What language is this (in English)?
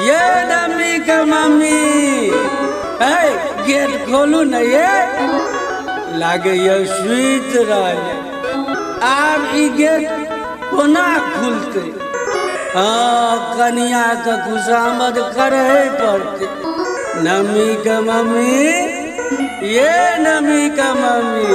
Maithili